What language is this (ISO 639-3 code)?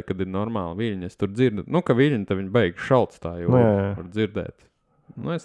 lav